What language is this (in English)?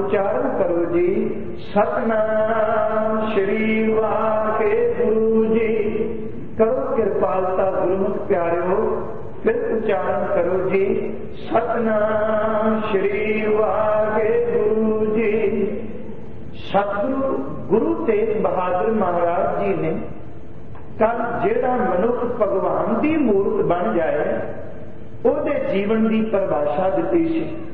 Punjabi